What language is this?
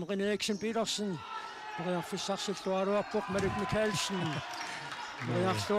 Kalaallisut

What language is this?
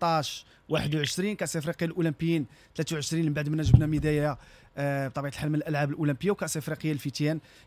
Moroccan Arabic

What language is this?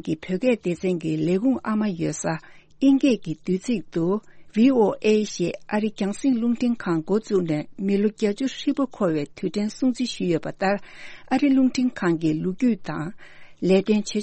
Tibetan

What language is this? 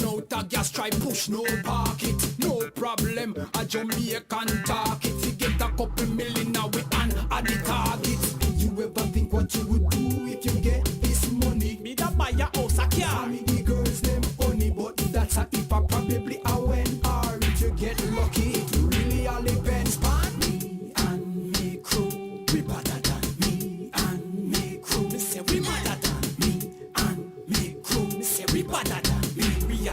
Jamaican Creole English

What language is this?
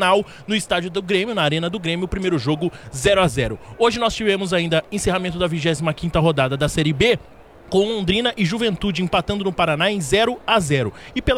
Portuguese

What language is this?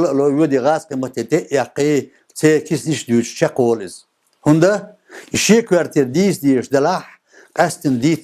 Chechen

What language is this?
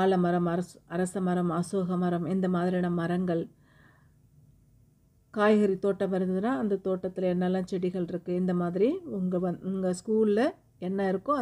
Tamil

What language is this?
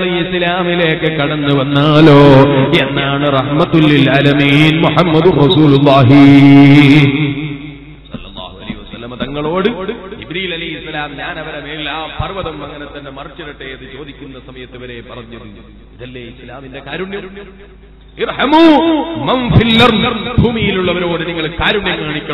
Malayalam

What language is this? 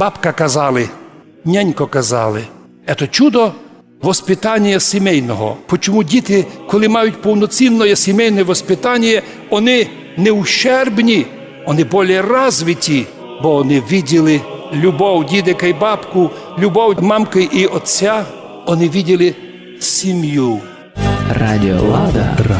Rusyn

